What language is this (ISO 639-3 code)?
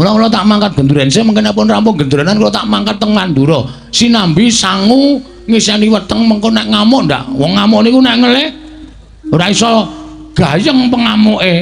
jav